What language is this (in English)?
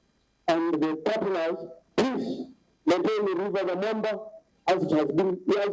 Nyankole